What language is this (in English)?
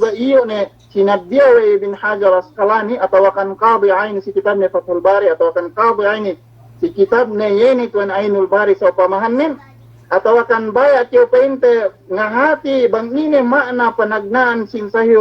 Yakan